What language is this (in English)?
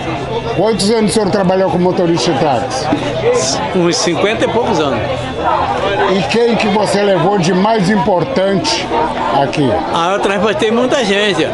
Portuguese